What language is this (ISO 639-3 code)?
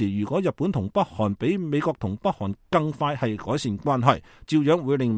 yue